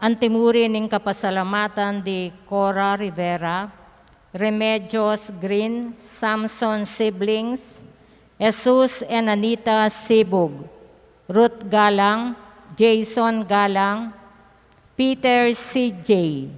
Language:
Pampanga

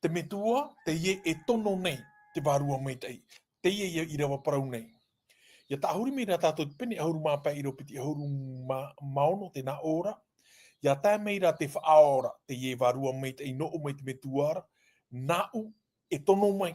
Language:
Tahitian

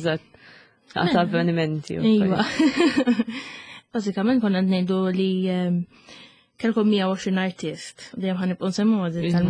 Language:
Maltese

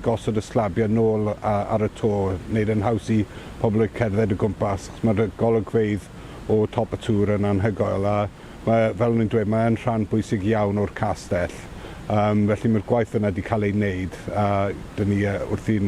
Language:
Welsh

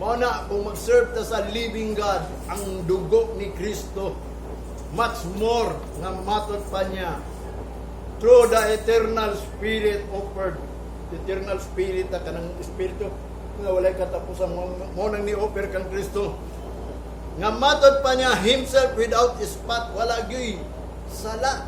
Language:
Cebuano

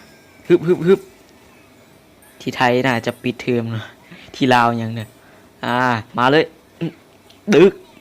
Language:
Lao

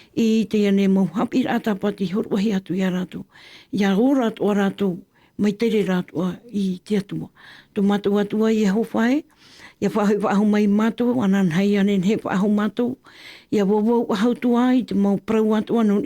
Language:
Tahitian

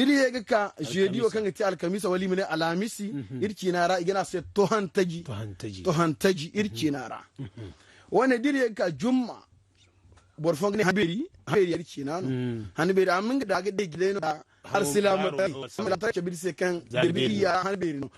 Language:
Zarma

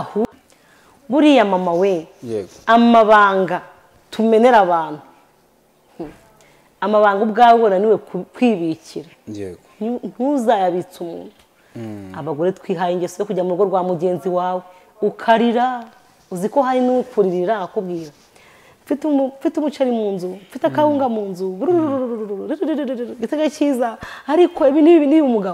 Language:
Kinyarwanda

